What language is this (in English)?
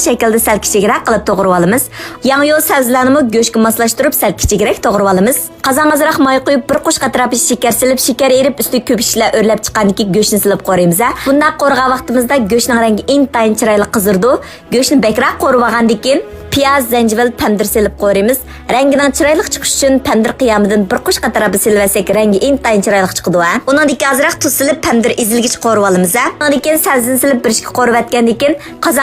Uyghur